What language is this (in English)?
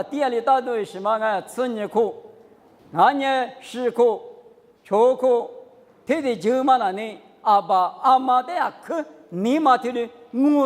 Lisu